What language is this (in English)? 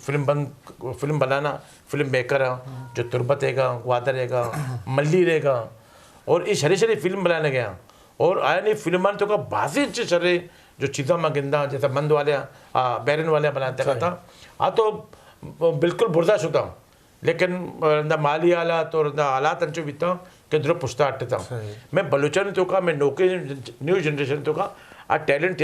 Eastern Balochi